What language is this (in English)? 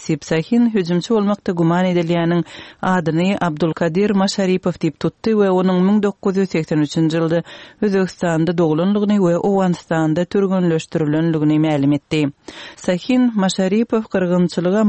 Turkmen